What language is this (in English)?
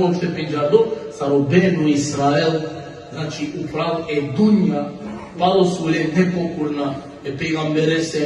Balkan Romani